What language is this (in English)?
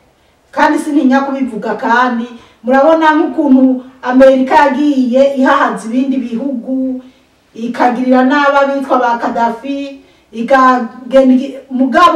Rundi